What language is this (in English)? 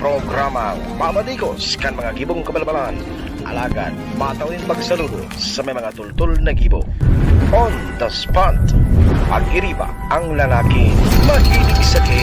Bikol